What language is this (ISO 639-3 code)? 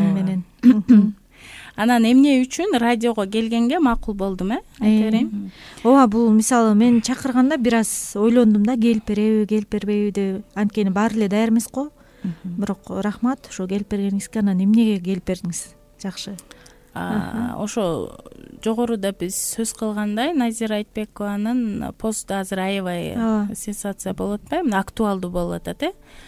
kir